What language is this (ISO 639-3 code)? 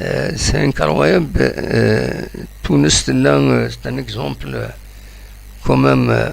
kab